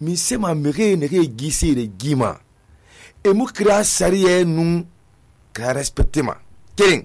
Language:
Susu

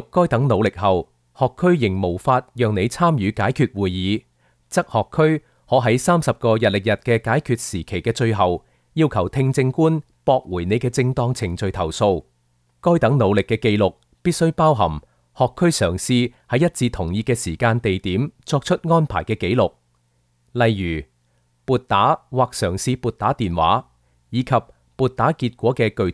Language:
Cantonese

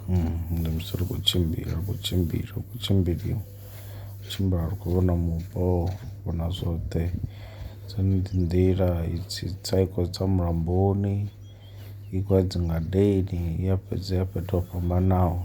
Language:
Venda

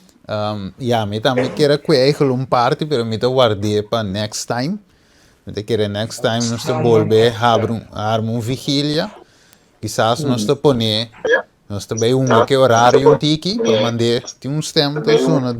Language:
Papiamento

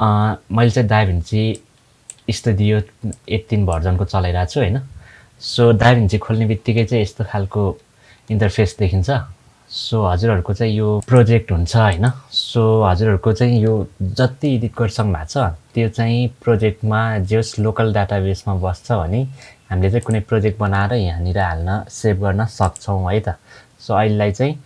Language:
Nepali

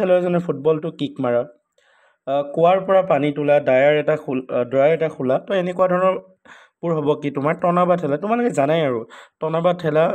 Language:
Assamese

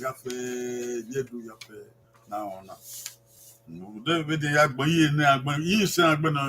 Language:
Bini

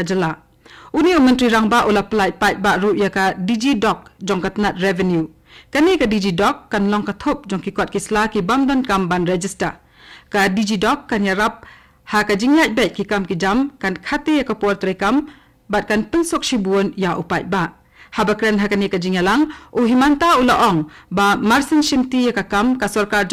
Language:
Khasi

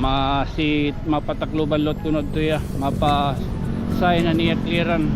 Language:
Waray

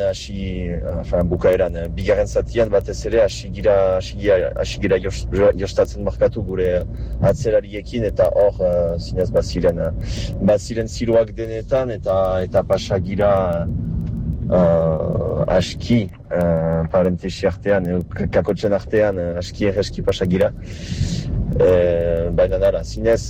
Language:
Basque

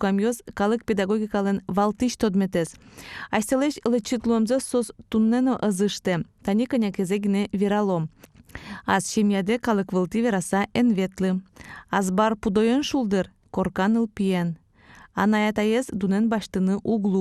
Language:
Udmurt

